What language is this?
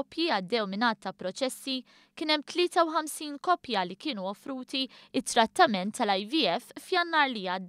Maltese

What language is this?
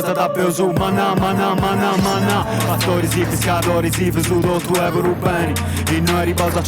Sardinian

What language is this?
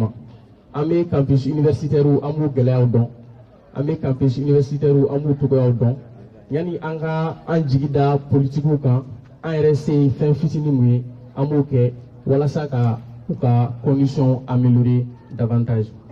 Bambara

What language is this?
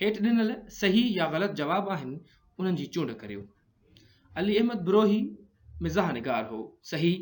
Sindhi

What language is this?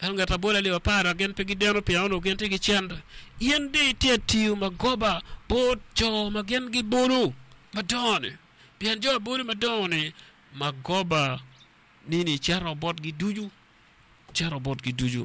Acoli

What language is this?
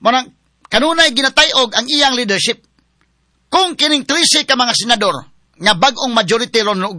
Cebuano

